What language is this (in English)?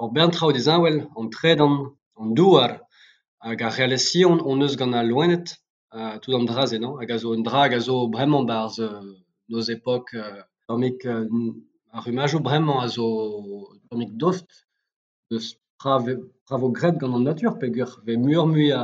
Breton